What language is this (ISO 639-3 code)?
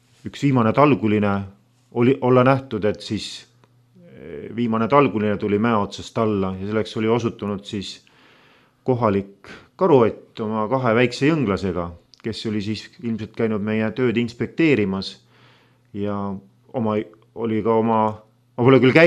est